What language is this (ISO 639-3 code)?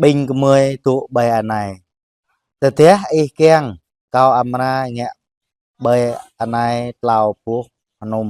jra